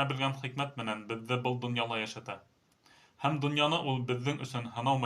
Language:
Bashkir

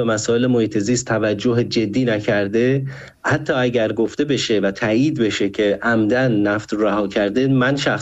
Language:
Persian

